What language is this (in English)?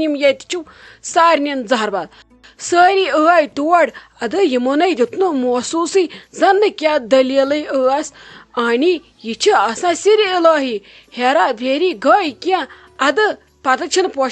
Kashmiri